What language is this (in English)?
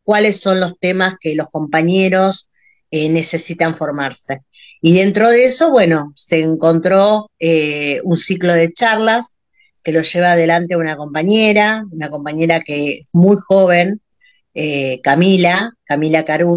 Spanish